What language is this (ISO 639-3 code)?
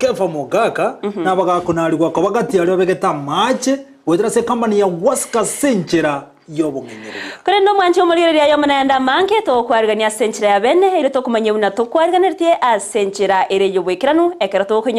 guz